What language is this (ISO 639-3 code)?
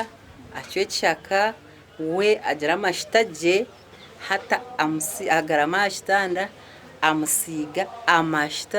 nyn